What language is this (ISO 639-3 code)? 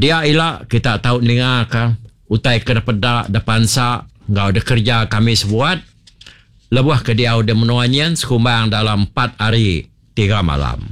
iba